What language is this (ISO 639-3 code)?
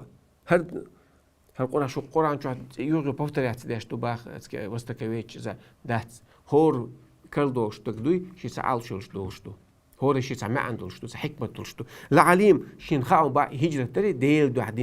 che